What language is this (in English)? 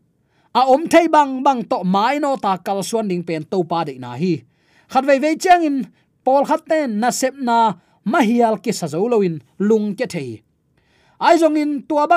Tedim Chin